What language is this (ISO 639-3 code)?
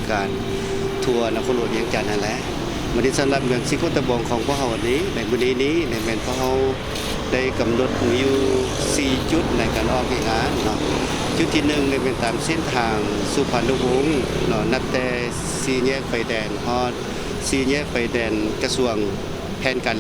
lao